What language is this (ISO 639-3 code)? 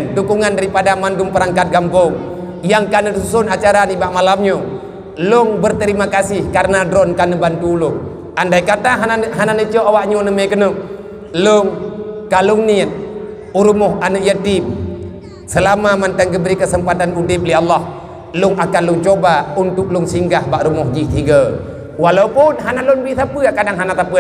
ace